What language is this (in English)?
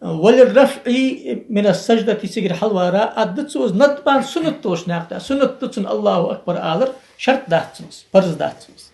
Ingush